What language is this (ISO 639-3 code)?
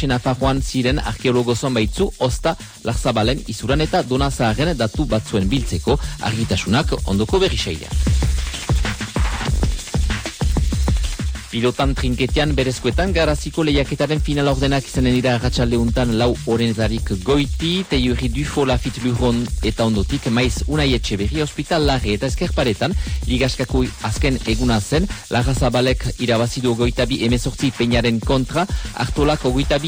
eus